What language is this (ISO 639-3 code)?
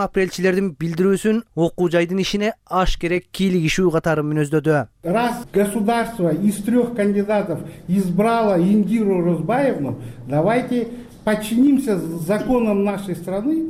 kir